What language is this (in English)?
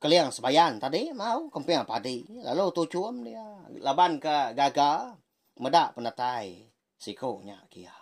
Iban